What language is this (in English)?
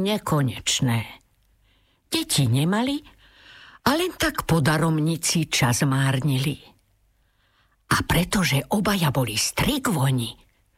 Slovak